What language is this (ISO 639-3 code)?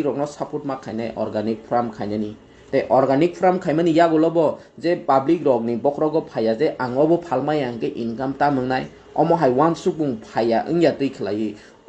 trp